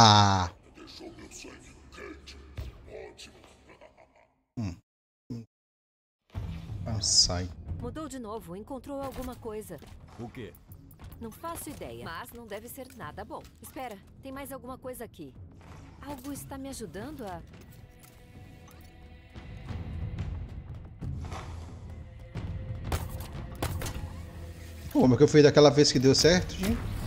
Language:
Portuguese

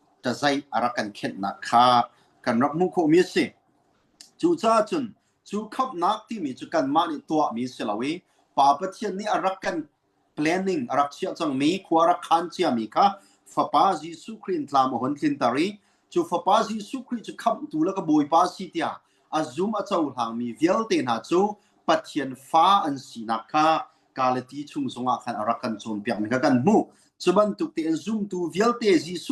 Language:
Hakha Chin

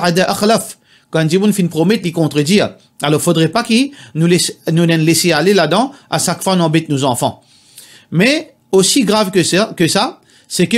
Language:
Morisyen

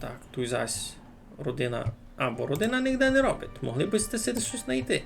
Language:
Rusyn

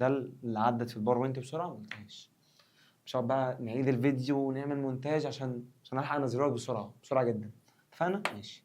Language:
Egyptian Arabic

